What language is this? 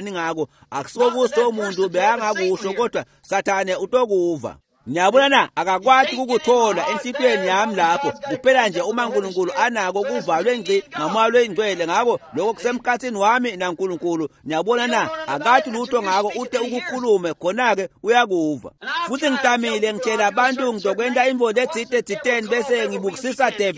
Swati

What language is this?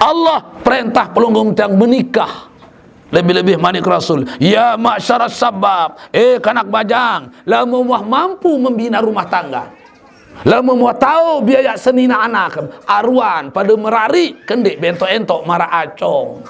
Sasak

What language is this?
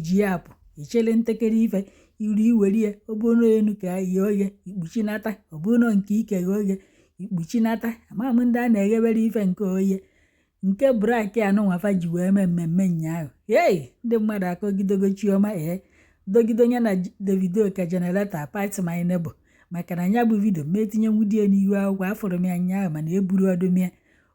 Igbo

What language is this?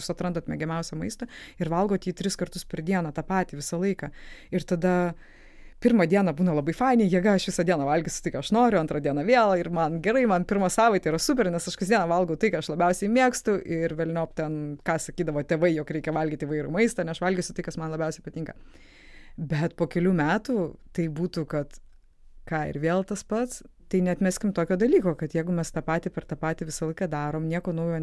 Lithuanian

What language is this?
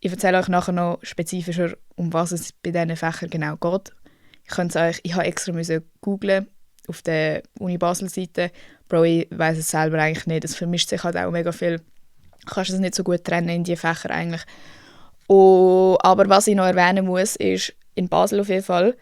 Swiss German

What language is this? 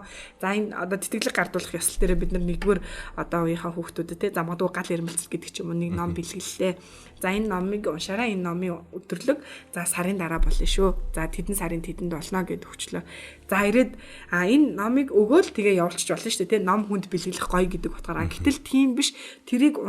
Mongolian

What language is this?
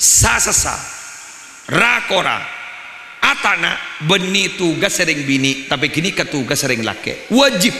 Madurese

